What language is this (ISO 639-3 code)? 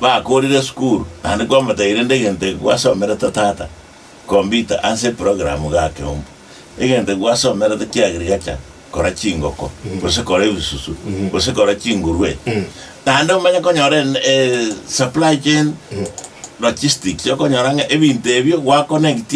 guz